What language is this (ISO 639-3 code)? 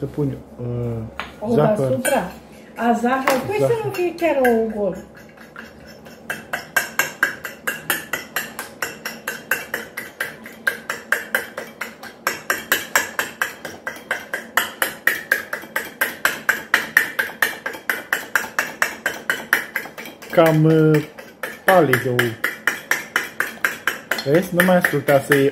ron